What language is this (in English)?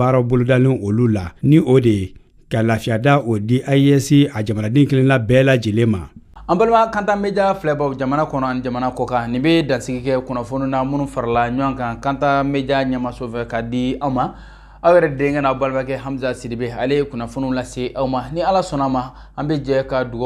Bambara